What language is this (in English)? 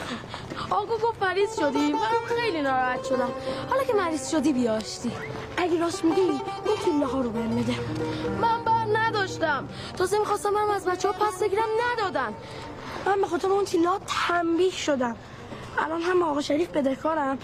Persian